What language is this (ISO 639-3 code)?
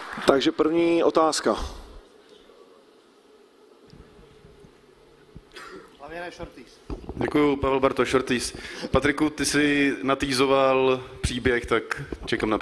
ces